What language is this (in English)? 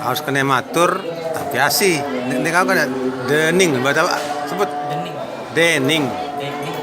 Sasak